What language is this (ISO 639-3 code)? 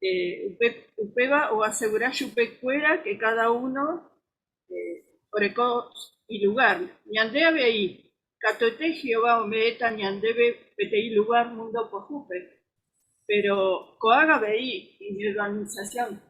grn